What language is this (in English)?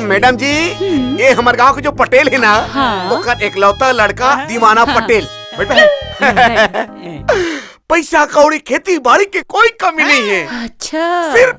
Chhattisgarhi